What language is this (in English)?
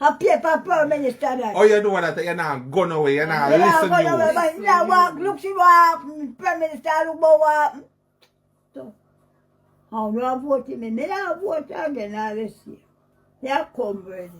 Jamaican Creole English